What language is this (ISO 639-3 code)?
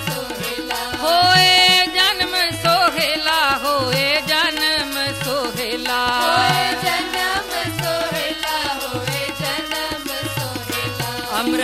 pan